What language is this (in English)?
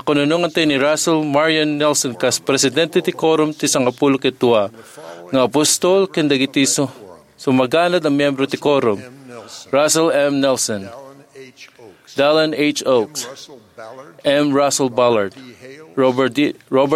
Iloko